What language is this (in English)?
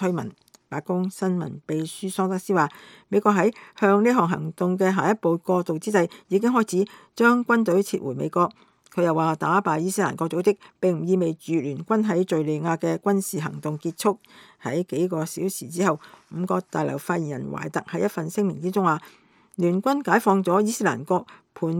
Cantonese